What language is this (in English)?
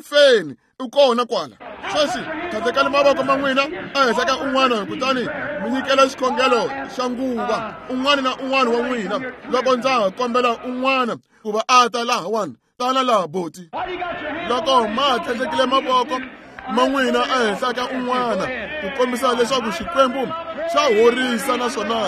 Tsonga